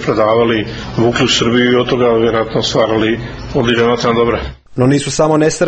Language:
Croatian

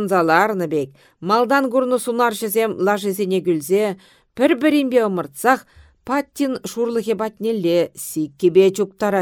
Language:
Chuvash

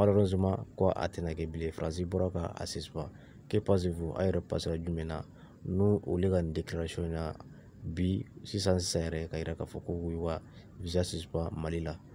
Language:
Bambara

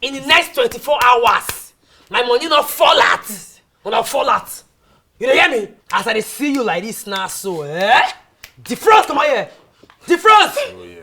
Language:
Nigerian Pidgin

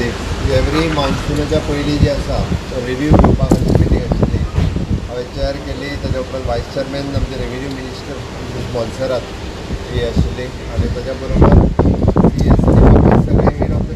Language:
Konkani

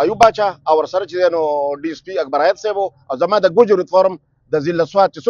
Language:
Pashto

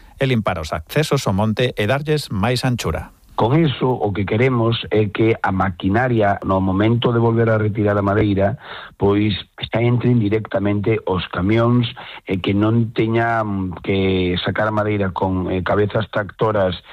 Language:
Galician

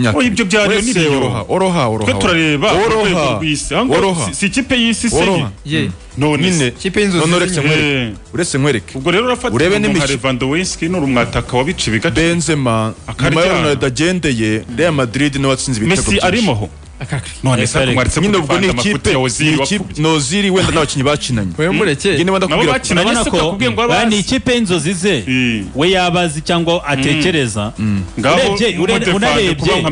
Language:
Kinyarwanda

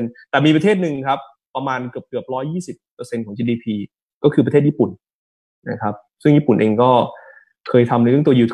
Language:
Thai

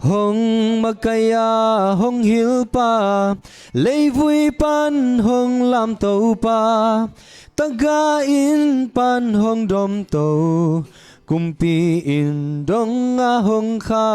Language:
Tedim Chin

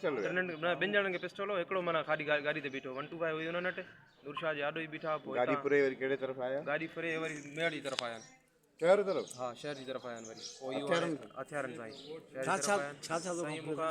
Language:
Sindhi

